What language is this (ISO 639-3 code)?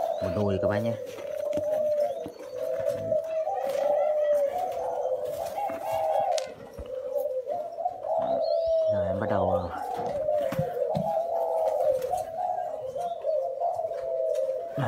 vie